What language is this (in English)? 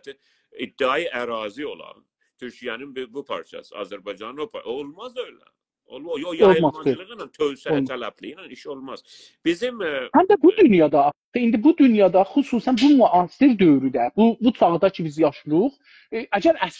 South Azerbaijani